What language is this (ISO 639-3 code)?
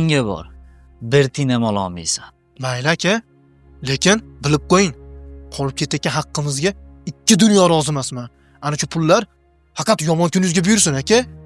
uzb